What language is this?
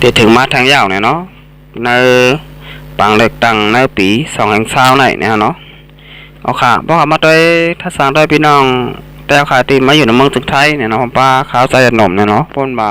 Shan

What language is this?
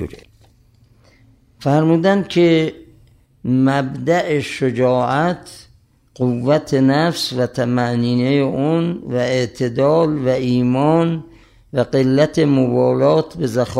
Persian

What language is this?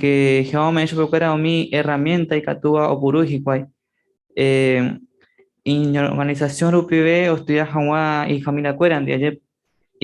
Guarani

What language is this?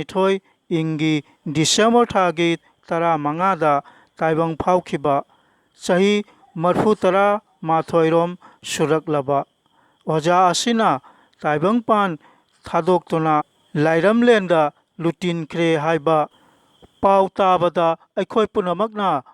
Manipuri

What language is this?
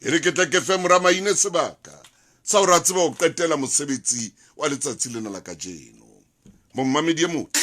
Southern Sotho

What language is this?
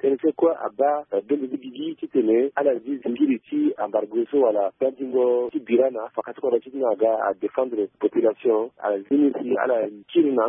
Sango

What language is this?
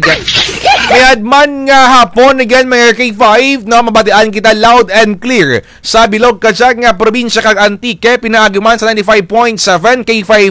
Kinaray-a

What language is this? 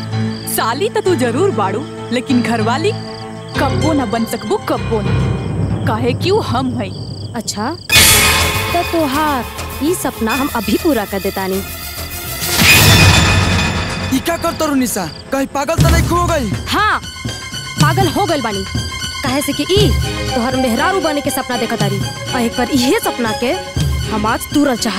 Bhojpuri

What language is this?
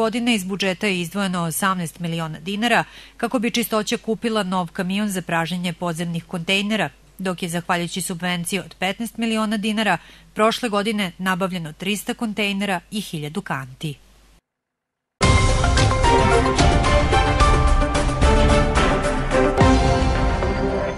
Serbian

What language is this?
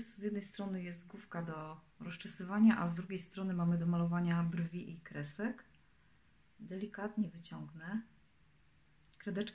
Polish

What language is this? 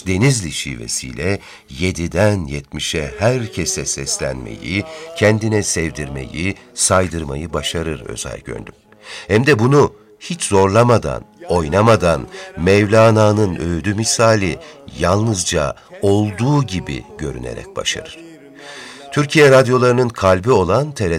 Turkish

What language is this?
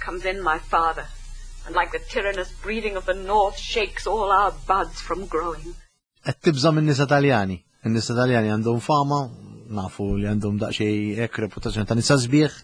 Maltese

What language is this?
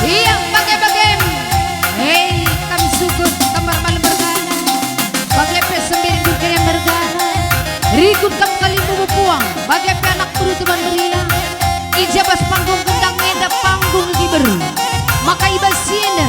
Batak Karo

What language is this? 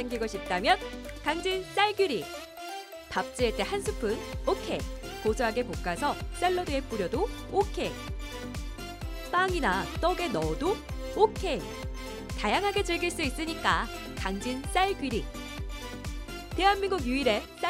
Korean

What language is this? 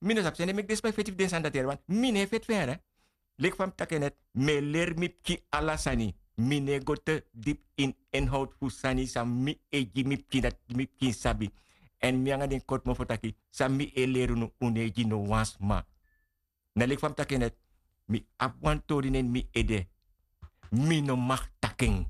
Sranan Tongo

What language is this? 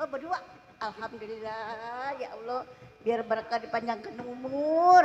Betawi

